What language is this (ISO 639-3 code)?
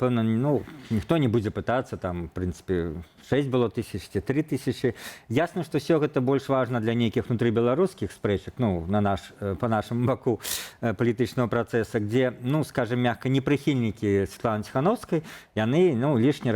bel